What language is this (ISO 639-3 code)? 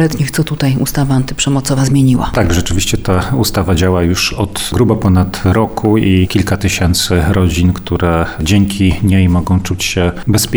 pol